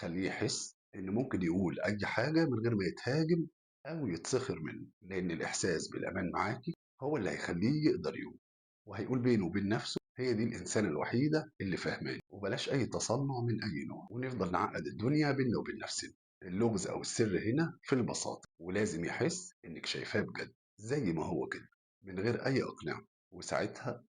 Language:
Egyptian Arabic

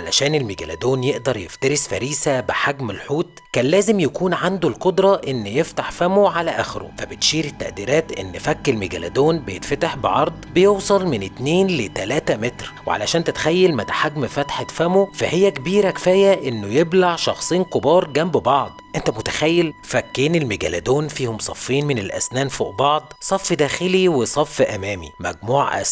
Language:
Egyptian Arabic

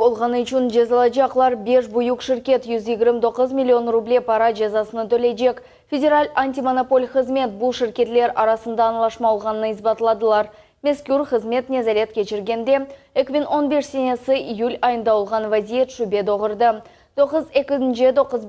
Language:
Crimean Tatar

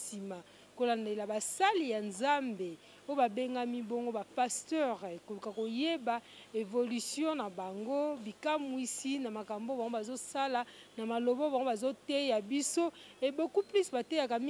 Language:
Lingala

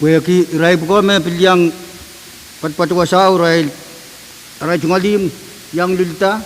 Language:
Pohnpeian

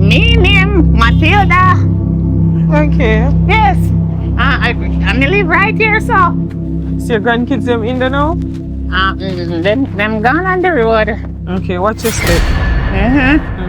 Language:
Jamaican Creole English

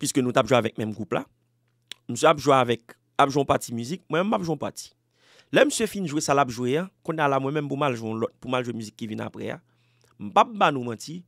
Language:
Haitian Creole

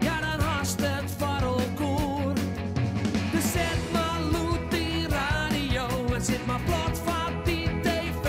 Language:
Western Frisian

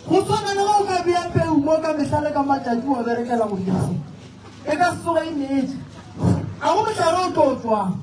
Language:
Northern Sotho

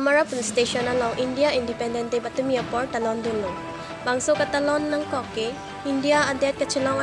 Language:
Karbi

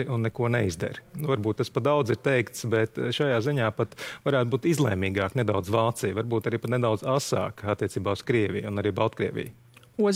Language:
Latvian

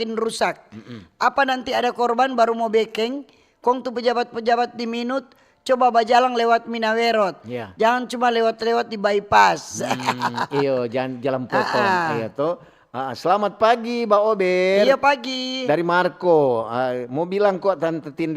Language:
Manado Malay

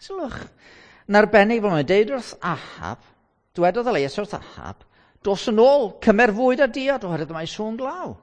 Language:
Welsh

